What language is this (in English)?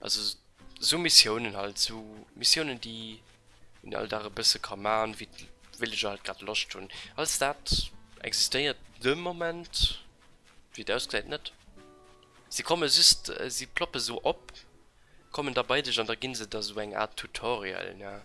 Luxembourgish